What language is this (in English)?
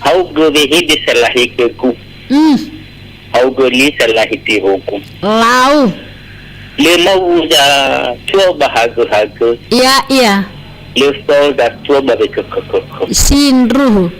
Nias